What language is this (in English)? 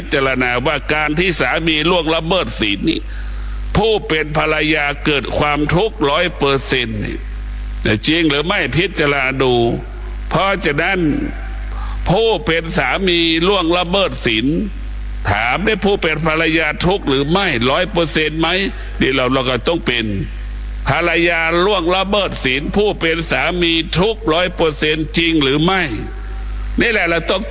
Thai